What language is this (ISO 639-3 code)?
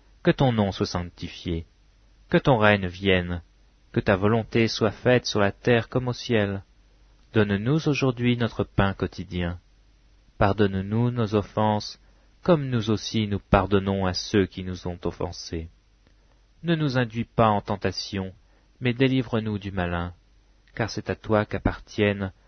fra